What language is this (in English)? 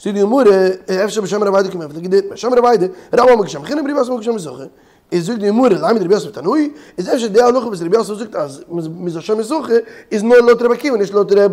Yiddish